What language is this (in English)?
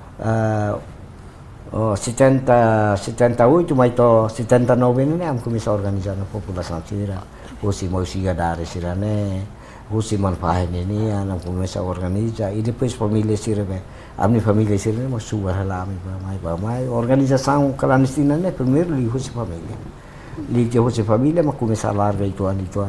Tetum